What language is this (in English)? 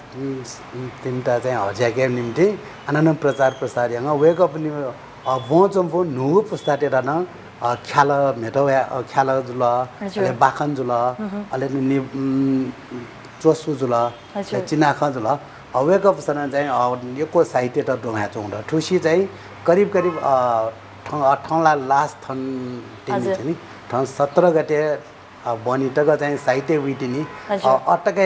Newari